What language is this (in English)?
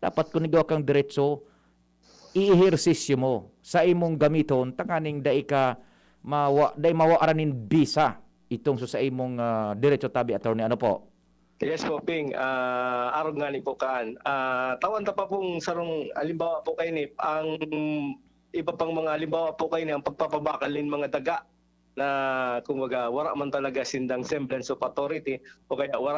Bikol